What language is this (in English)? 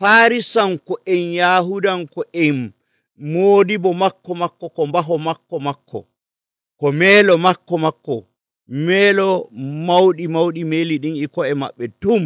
Nigerian Fulfulde